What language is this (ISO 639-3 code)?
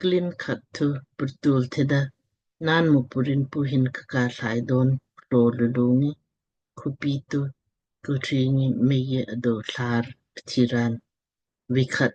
lmk